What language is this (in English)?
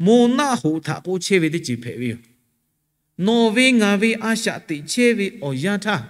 Lahu